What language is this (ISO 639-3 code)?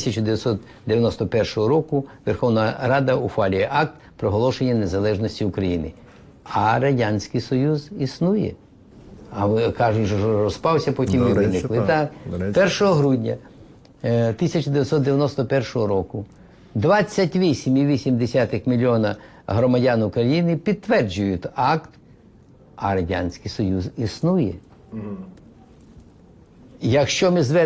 ukr